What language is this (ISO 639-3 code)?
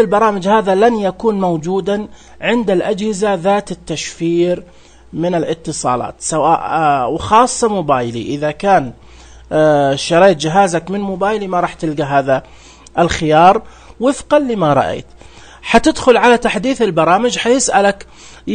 ars